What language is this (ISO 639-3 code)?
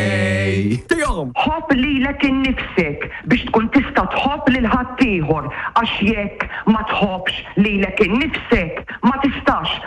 mlt